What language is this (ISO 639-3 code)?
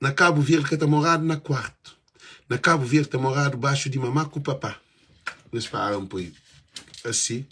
kea